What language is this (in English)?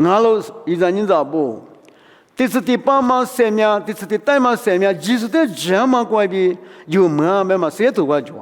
Lisu